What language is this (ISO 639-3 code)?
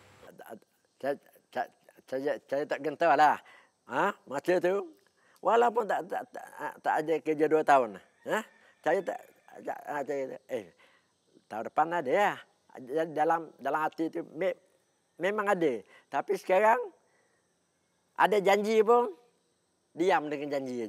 msa